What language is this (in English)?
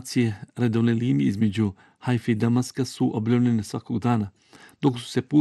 Bosnian